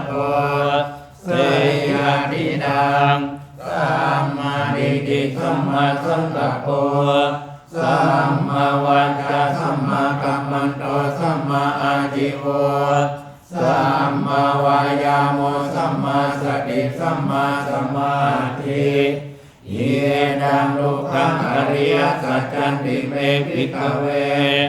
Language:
Pali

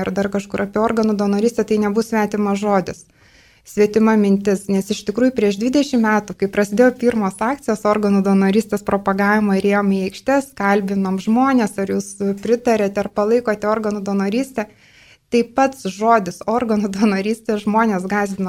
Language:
Lithuanian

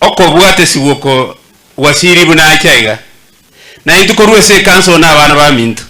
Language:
Gusii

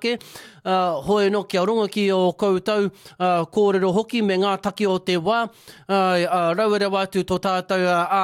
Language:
Māori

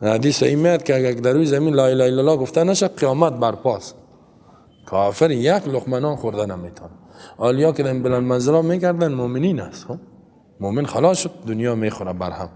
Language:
Persian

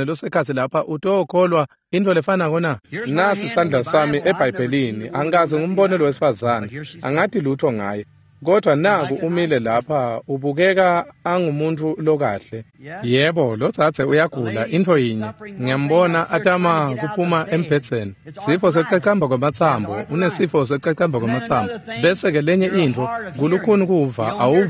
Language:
Swati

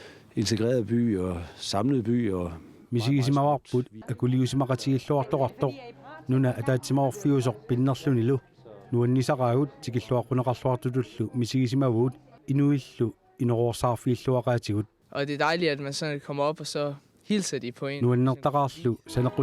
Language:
Kalaallisut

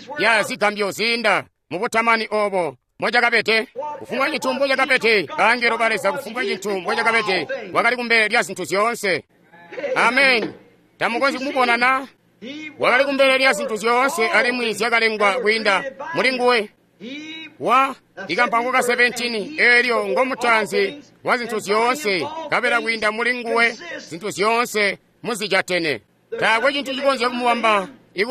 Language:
Tonga (Zambia)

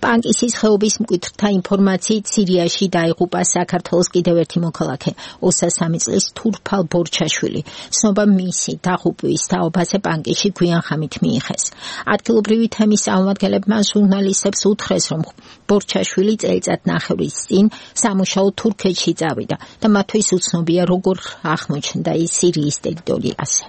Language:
Georgian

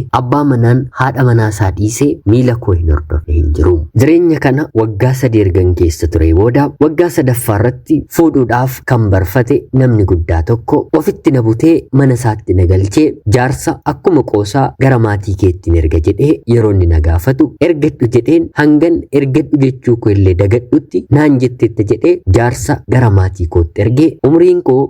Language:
Oromo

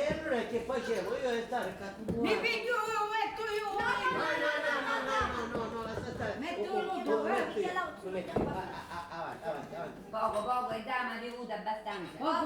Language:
Sicilian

